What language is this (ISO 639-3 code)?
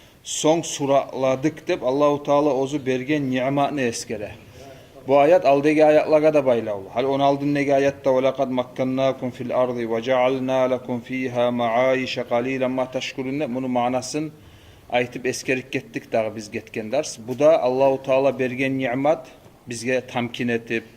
kum